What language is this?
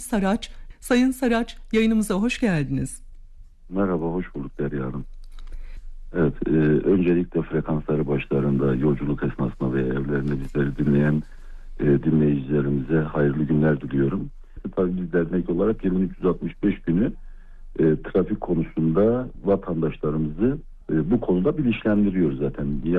Turkish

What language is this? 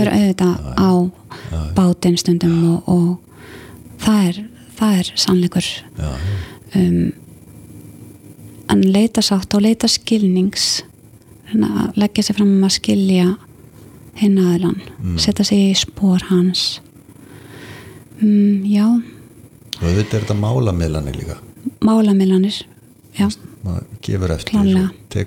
Icelandic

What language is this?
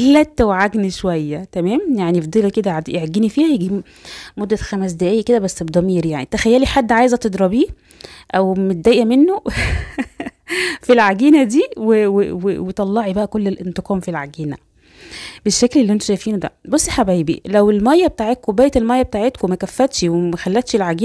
Egyptian Arabic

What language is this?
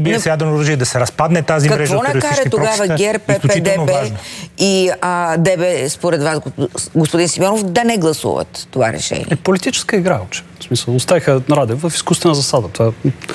Bulgarian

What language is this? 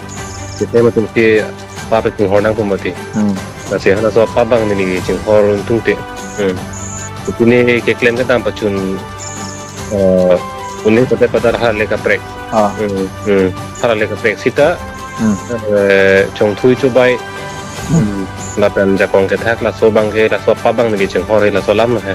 Karbi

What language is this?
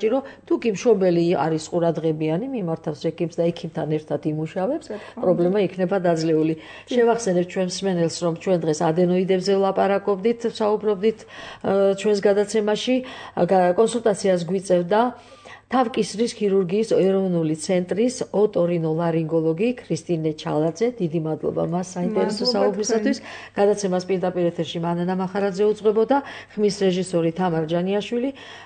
Georgian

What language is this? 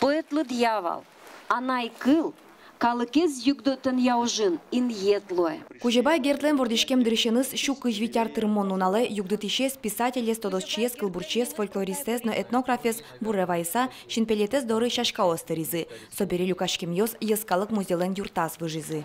Udmurt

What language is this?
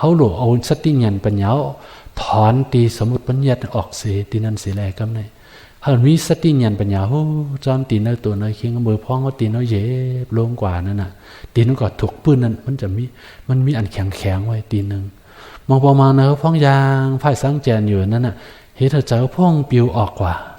Shan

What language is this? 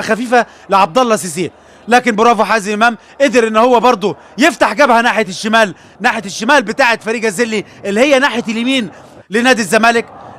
Egyptian Arabic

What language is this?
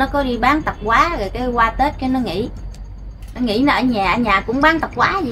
Vietnamese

